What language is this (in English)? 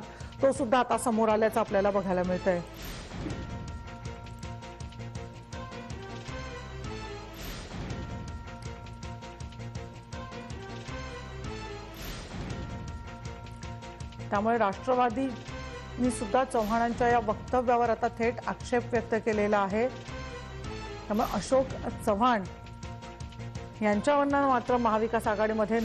Marathi